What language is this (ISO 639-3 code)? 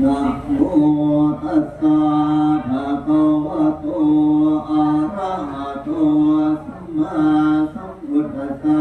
pli